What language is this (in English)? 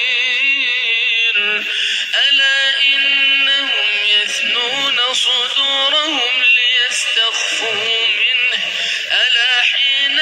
Arabic